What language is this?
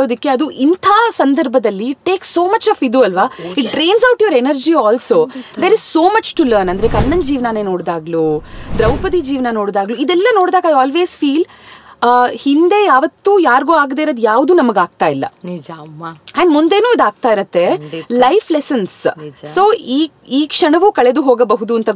Kannada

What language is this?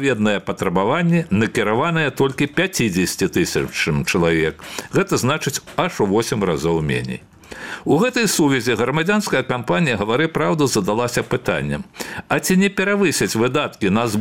Belarusian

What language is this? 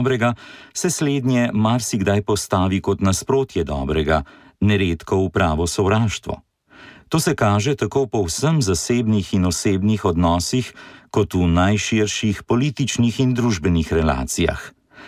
Slovenian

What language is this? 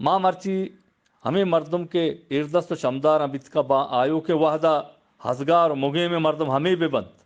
Eastern Balochi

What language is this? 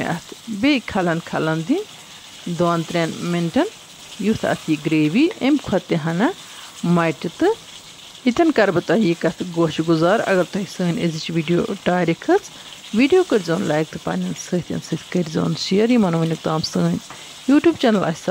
Kashmiri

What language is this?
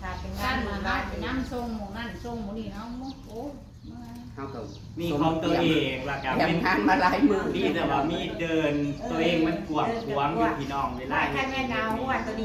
Northeastern Thai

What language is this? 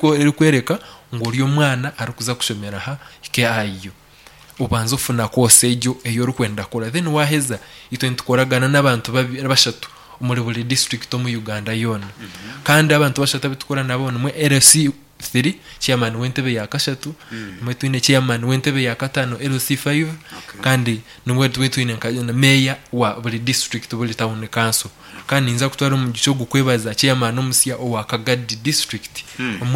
Nyankole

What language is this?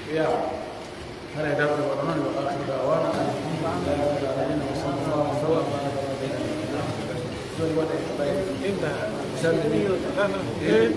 Pular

